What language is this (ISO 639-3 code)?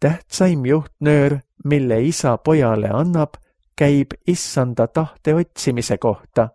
est